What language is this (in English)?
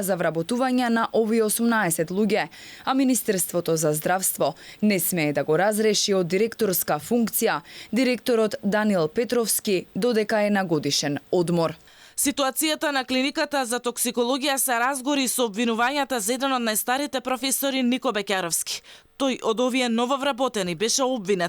Macedonian